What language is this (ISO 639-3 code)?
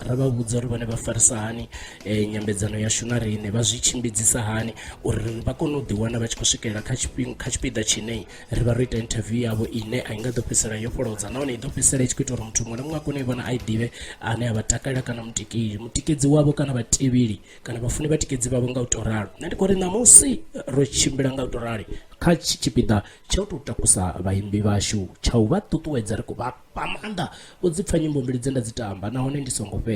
ven